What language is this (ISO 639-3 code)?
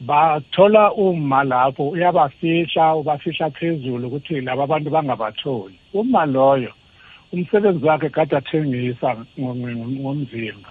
nbl